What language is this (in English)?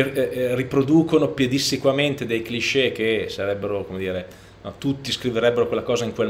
Italian